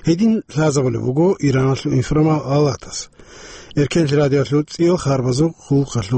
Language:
Avaric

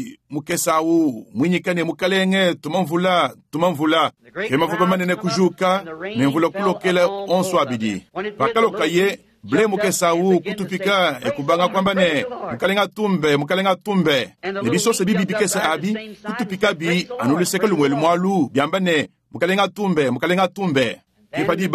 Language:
Luba-Lulua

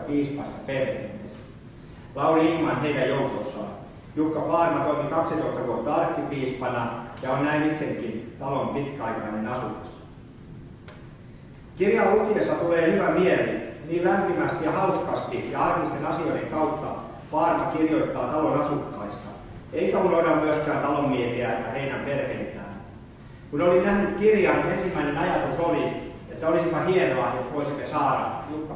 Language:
Finnish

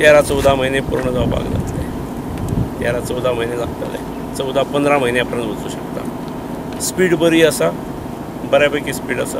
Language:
Konkani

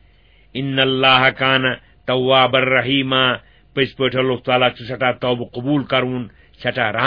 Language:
Kashmiri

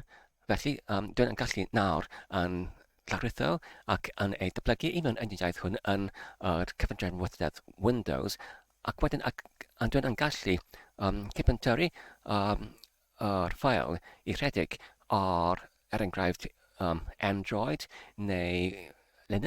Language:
Welsh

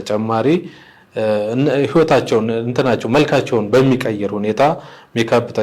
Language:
Amharic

